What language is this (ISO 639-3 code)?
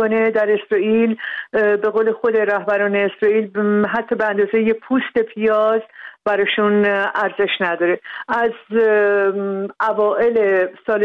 fas